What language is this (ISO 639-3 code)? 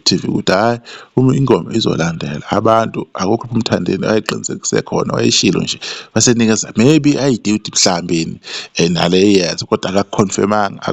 zul